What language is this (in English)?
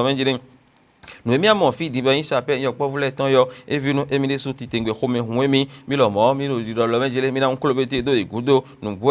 Fon